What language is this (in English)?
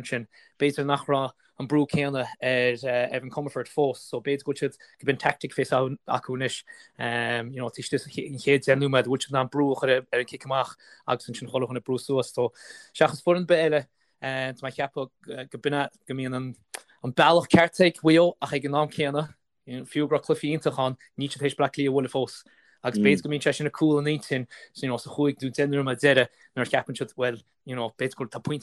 Irish